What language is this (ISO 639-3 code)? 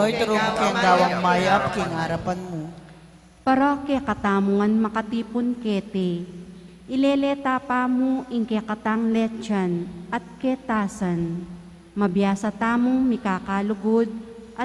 pam